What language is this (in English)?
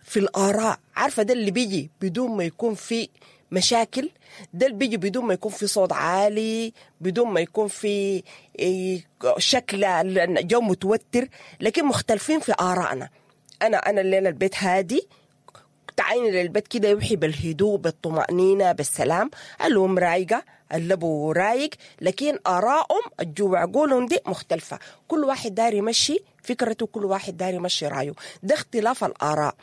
Sudanese Arabic